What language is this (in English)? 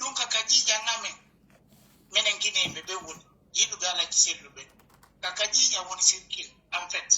Pular